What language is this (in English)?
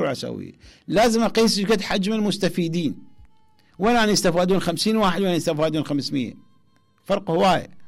Mesopotamian Arabic